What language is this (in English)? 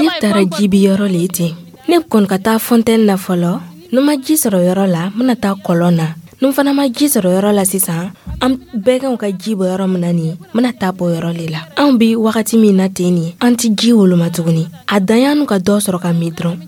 Dyula